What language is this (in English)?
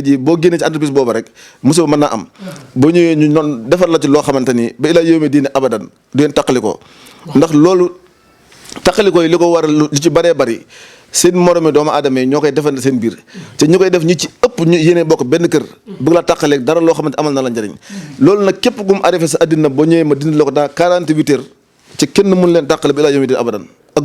Wolof